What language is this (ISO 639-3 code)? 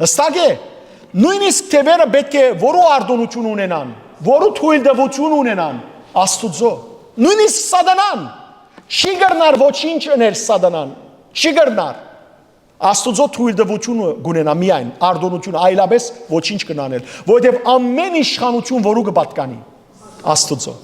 hyw